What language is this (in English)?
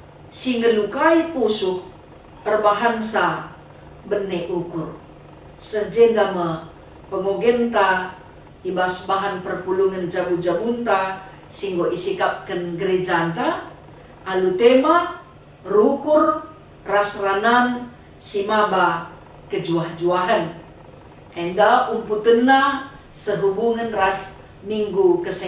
Batak Karo